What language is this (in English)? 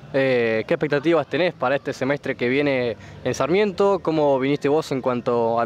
Spanish